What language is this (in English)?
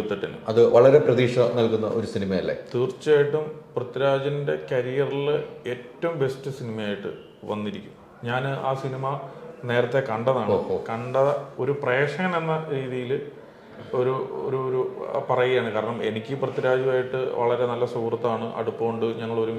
Malayalam